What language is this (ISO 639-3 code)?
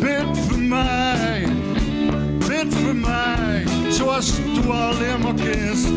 gos